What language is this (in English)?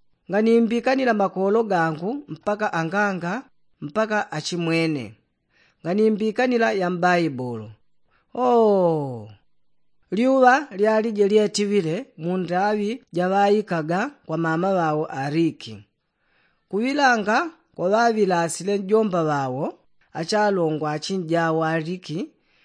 Yao